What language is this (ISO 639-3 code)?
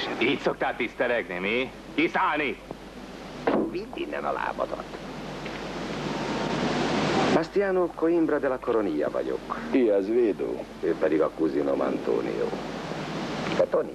hun